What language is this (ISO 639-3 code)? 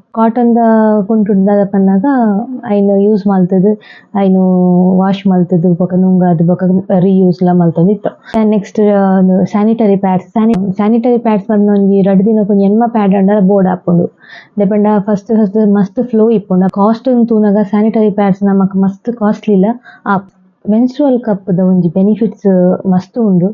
tcy